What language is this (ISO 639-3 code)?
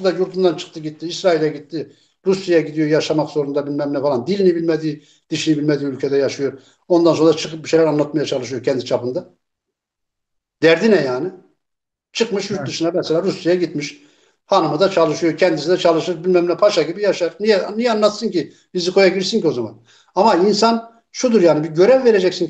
tur